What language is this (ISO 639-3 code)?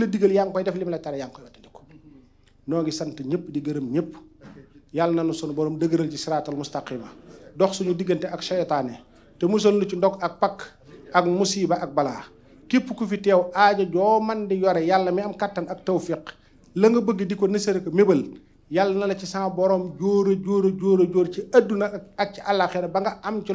wol